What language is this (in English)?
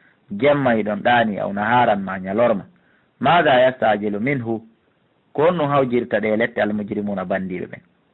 Fula